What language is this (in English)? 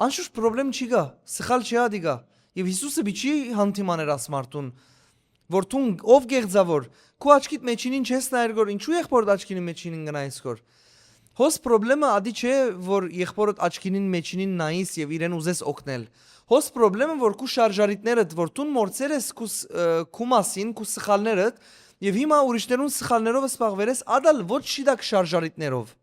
Western Armenian